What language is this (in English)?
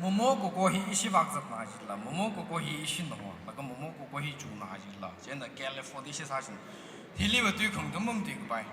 Tangkhul Naga (India)